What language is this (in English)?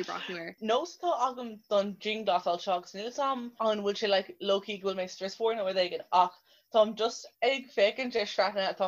Irish